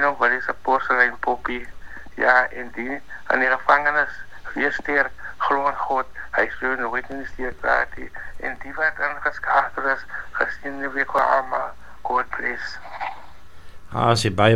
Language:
Afrikaans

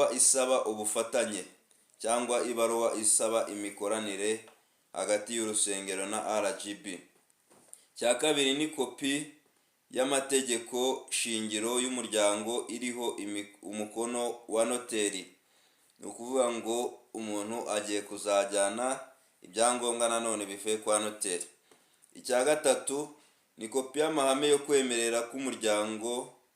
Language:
Kinyarwanda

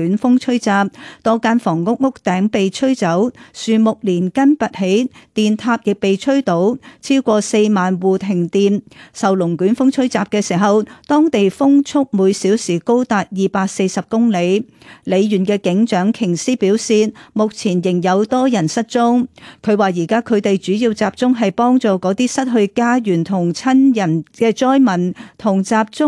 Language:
Cantonese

